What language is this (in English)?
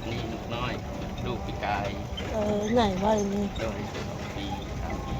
Northeastern Thai